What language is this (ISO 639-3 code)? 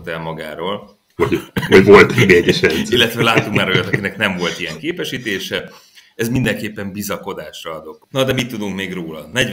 hun